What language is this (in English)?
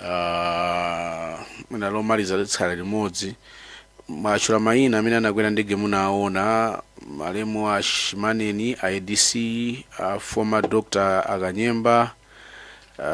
Nyanja